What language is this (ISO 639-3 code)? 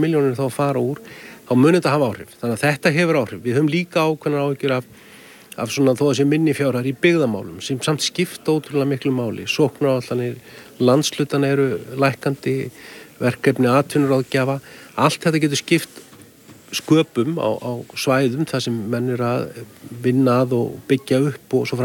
isl